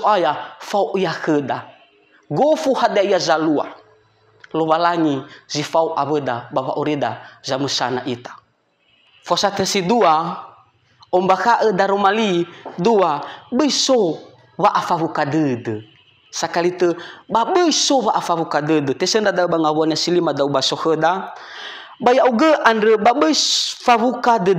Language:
Nias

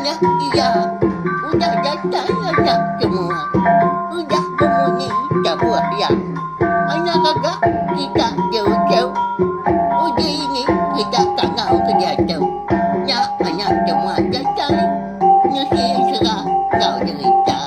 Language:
Iban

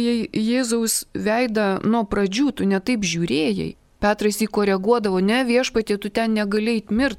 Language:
Lithuanian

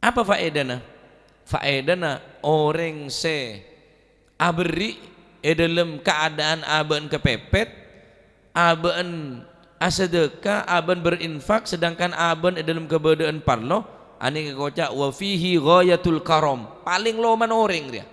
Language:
Madurese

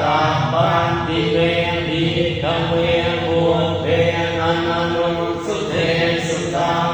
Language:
Pali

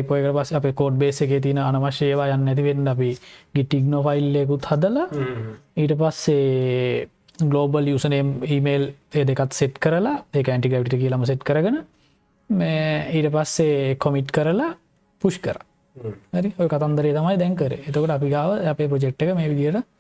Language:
Sinhala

